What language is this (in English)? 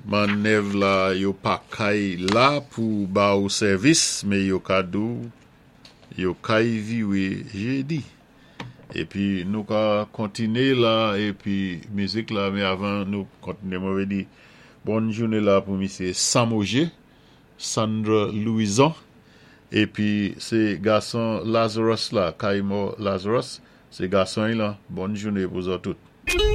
Saint Lucian Creole French